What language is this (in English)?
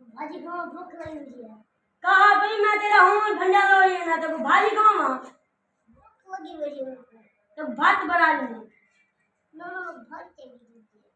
Saraiki